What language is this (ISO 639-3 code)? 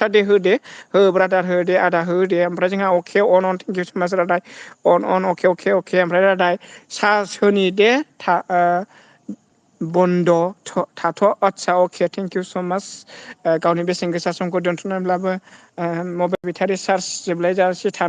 brx